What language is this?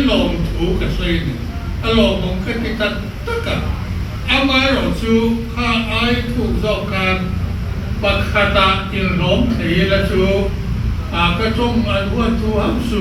Mizo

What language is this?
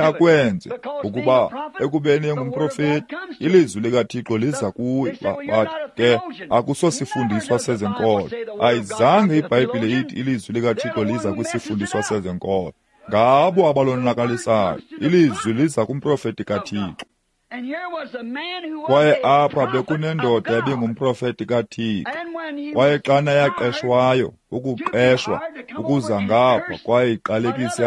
Xhosa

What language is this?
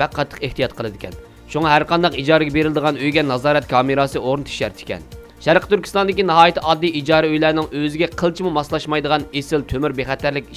Uyghur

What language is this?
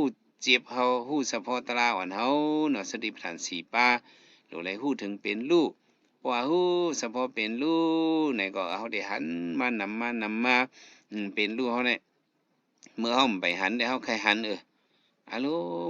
Shan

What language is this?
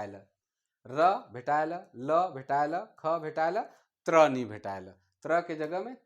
Sadri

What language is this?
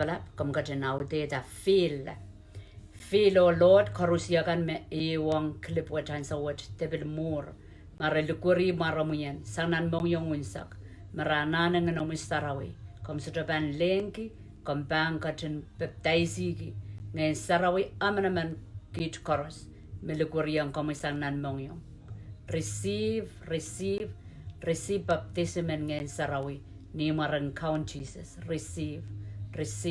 Pohnpeian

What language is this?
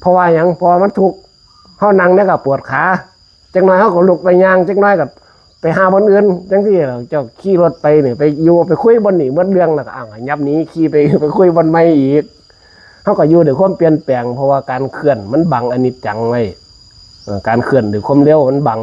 Northeastern Thai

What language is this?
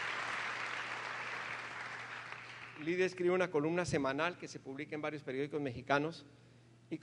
Spanish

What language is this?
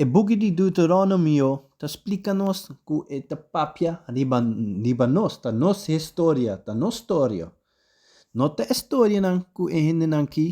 Papiamento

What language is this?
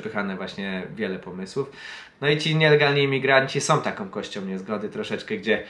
Polish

